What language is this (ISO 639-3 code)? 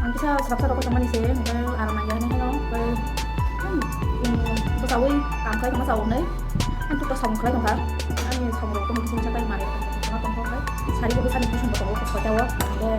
trp